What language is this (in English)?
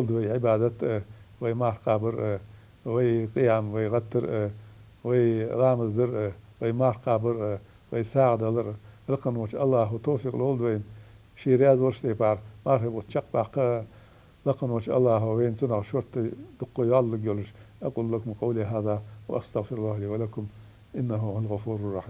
Ingush